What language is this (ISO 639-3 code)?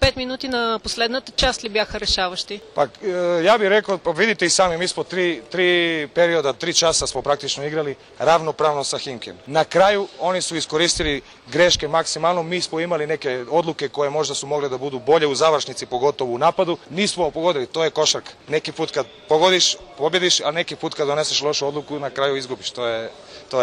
srp